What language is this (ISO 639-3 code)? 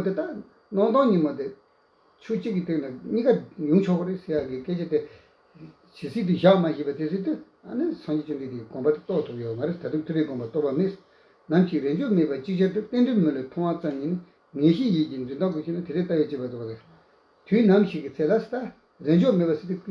bod